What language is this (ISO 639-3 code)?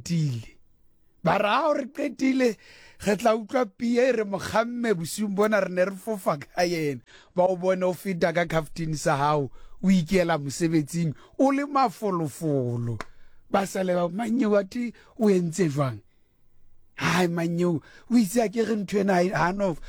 sot